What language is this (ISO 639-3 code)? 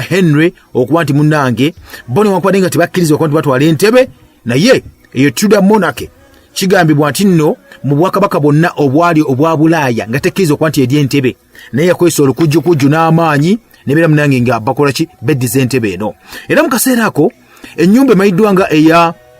lug